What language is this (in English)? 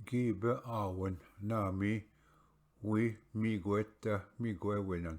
Ojibwa